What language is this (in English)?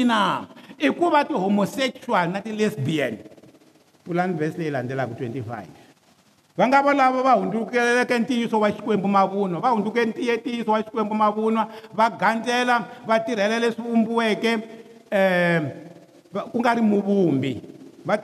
Tsonga